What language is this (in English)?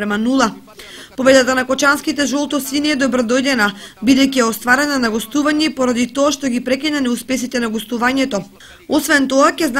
Macedonian